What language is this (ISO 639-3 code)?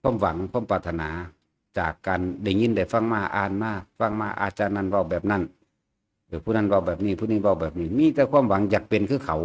tts